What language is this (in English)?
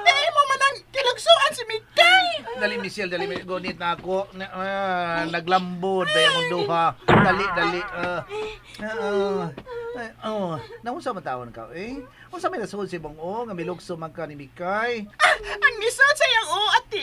Cebuano